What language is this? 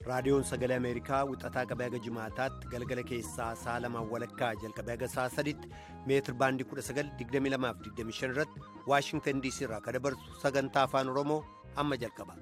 Oromo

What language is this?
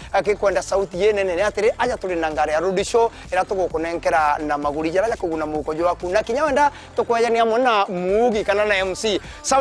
Meru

